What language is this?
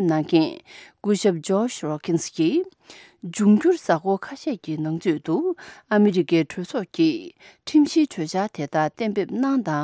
Tibetan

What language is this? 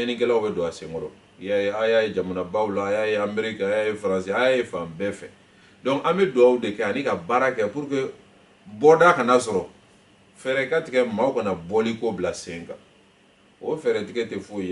Bambara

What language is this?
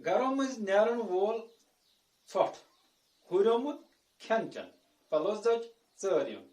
Kashmiri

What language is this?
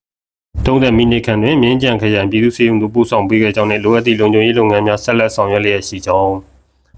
Burmese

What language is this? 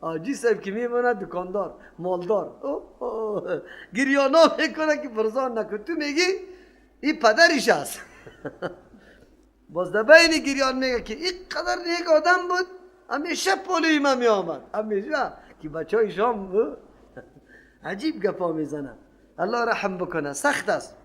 Persian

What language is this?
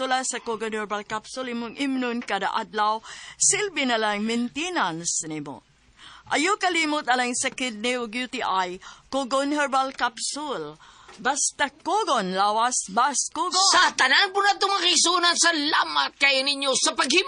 Cebuano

